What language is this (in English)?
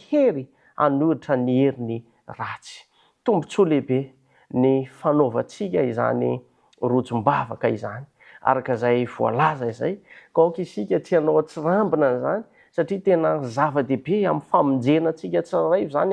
Malagasy